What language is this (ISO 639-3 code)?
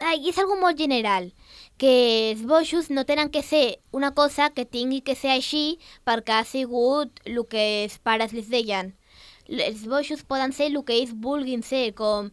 cat